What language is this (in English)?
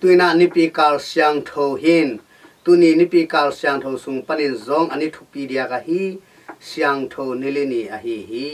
Tedim Chin